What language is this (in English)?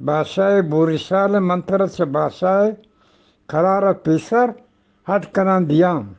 Eastern Balochi